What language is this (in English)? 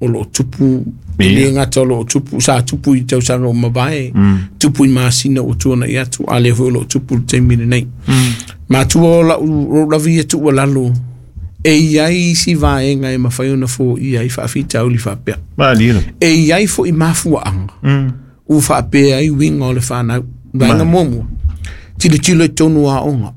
Samoan